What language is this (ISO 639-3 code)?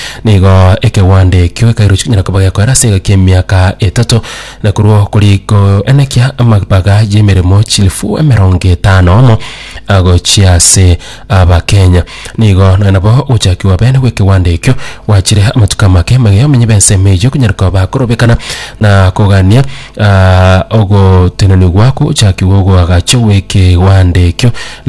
guz